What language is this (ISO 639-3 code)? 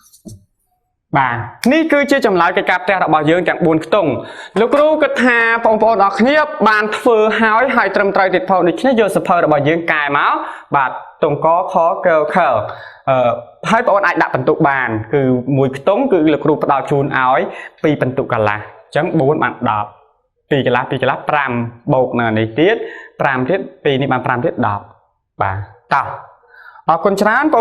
khm